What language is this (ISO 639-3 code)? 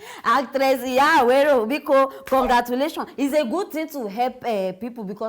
pcm